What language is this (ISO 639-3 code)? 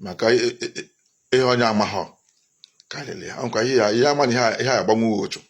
ibo